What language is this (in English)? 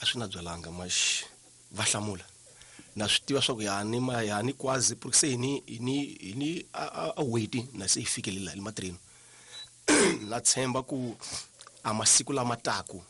Tsonga